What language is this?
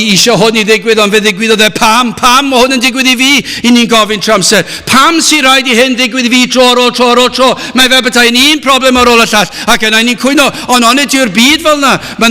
Welsh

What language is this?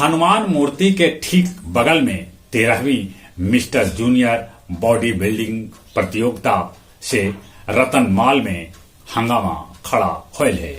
Magahi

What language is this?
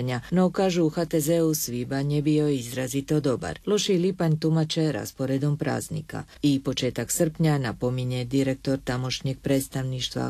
Croatian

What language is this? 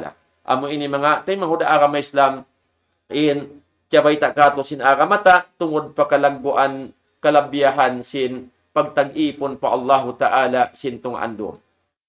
Tausug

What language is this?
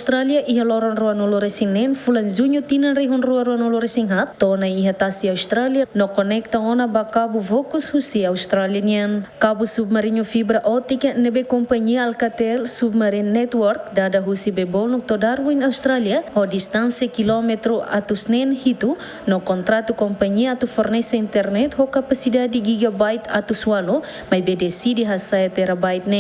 Tetum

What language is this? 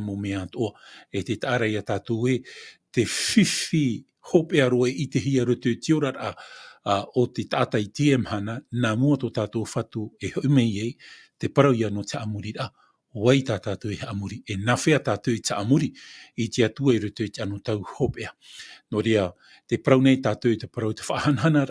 Tahitian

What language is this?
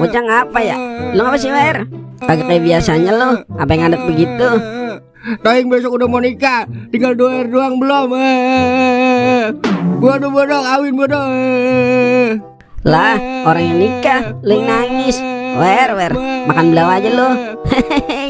Betawi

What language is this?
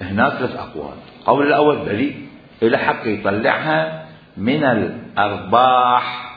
Mesopotamian Arabic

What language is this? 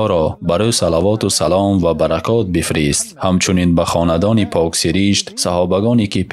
Tajik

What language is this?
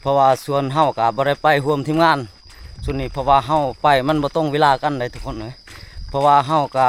Lao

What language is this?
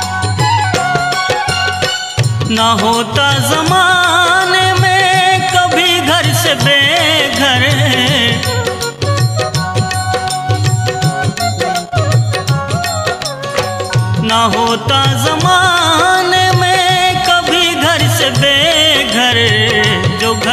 Hindi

